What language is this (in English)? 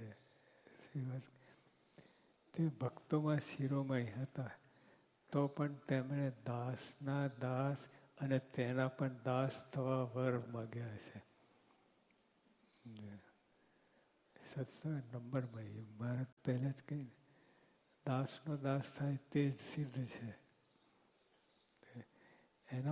Gujarati